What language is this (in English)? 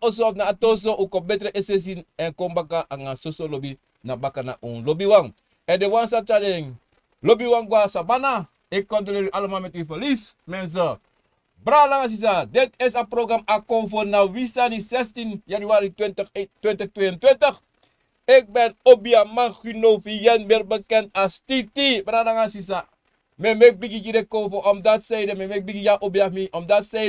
Sranan Tongo